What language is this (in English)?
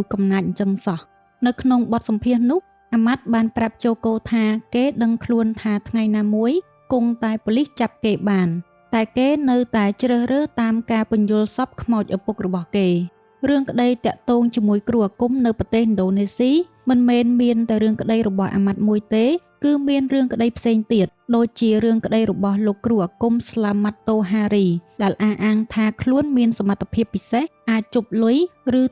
Khmer